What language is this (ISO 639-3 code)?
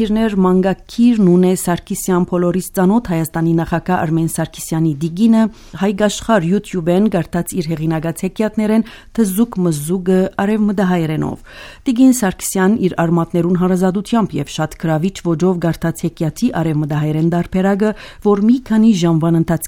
hye